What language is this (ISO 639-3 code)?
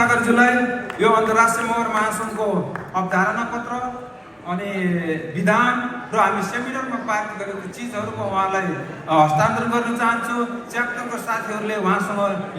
nep